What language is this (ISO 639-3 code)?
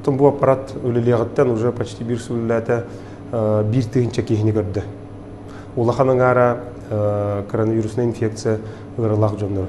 sah